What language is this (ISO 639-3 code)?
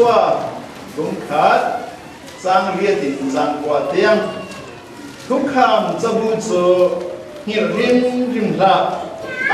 cfm